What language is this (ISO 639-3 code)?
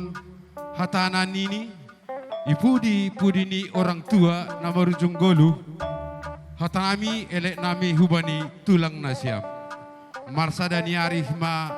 btx